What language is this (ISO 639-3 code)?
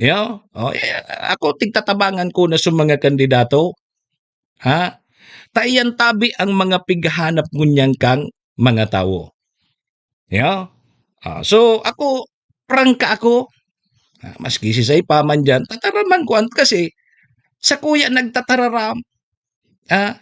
bik